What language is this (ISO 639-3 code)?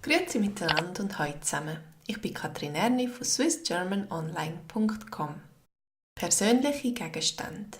gsw